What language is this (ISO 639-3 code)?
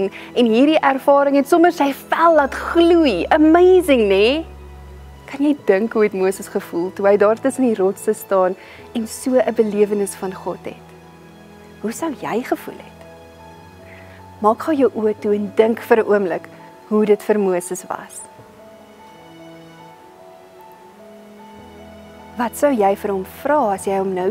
afr